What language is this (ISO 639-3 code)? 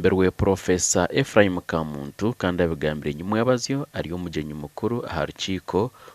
nyn